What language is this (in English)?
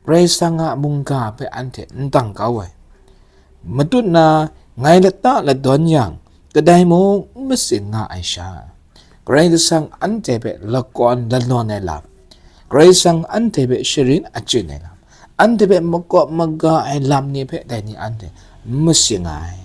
Kachin